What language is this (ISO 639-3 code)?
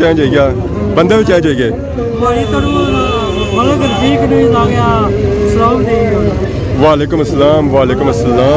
phr